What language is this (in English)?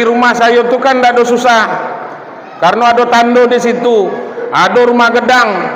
Minangkabau